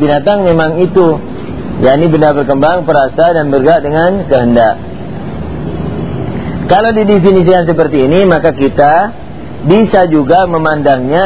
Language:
Indonesian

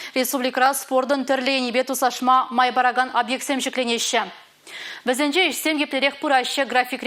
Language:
Chuvash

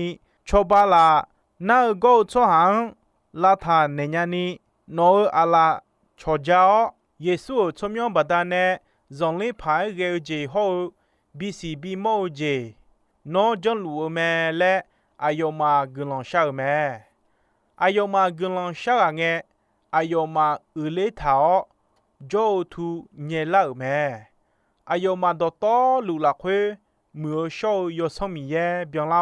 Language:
Akha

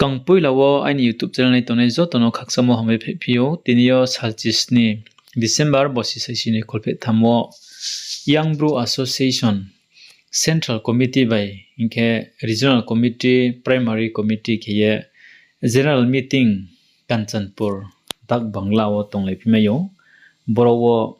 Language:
Riang (India)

